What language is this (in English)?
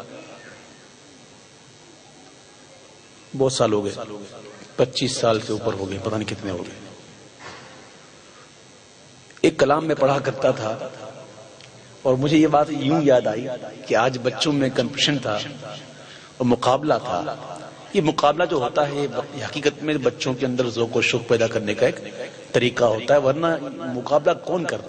Urdu